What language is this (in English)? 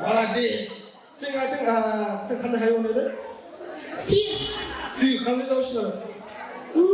Kara-Kalpak